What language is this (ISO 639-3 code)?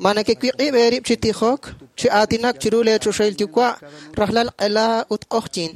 kek